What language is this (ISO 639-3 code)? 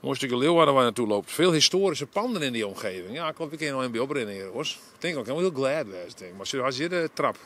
fry